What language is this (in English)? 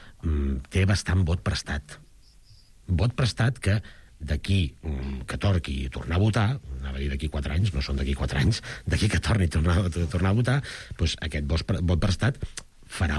Catalan